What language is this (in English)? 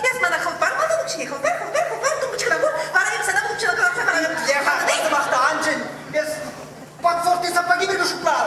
Chuvash